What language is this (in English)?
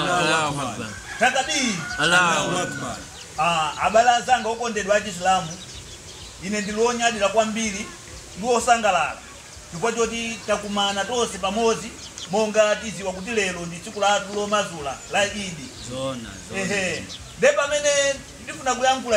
Nyanja